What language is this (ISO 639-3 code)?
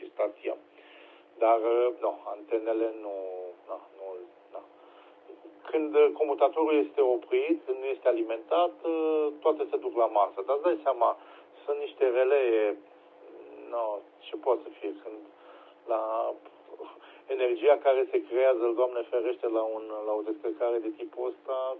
ron